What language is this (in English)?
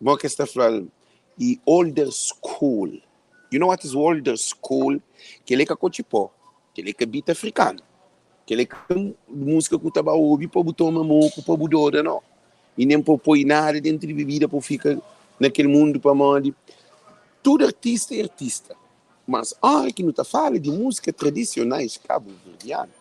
Kabuverdianu